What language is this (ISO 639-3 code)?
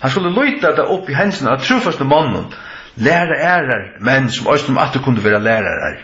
fao